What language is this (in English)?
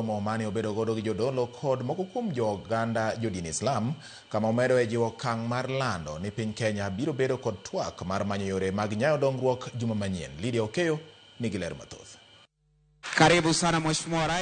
Luo (Kenya and Tanzania)